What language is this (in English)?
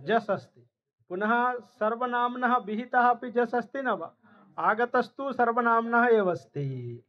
Sanskrit